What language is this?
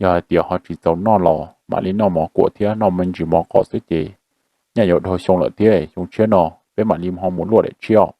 Hmong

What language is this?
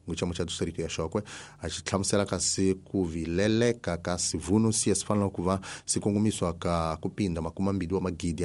Tsonga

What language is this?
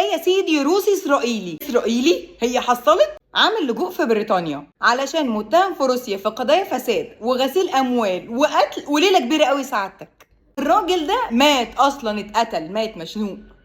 Egyptian Arabic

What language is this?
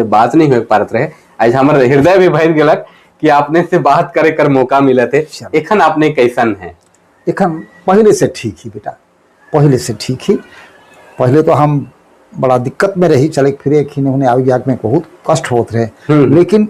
Sadri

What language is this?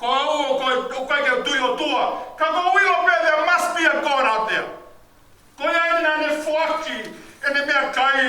Tongan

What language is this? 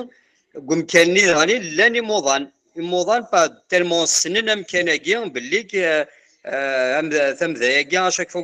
Kabyle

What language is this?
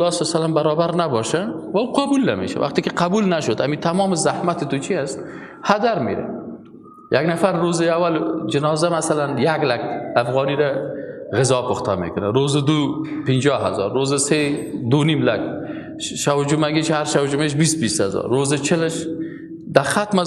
Persian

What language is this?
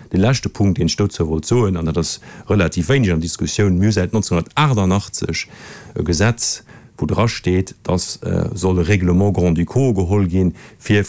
Luxembourgish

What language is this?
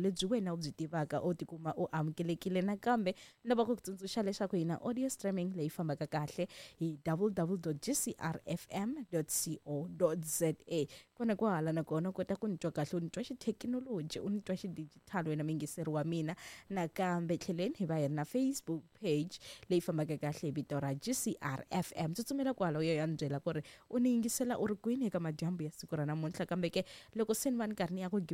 Tsonga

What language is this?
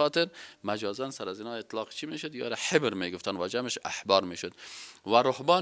Persian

